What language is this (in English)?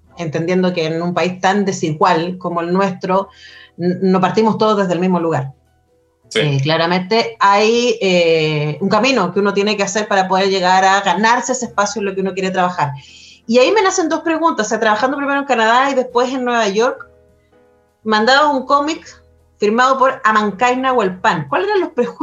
Spanish